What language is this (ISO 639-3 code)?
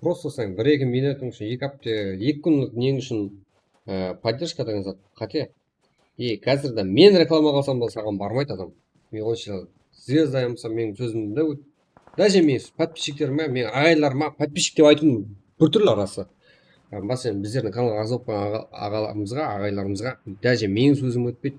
kaa